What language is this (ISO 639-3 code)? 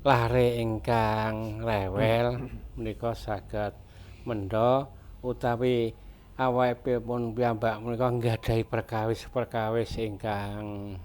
jav